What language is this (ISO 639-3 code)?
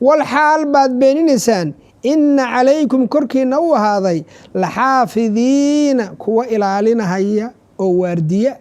som